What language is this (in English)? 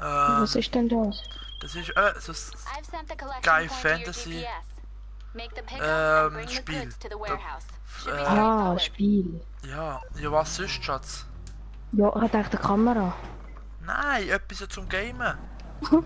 Swiss German